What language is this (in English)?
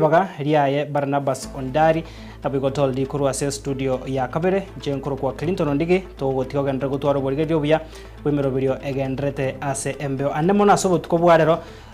Gusii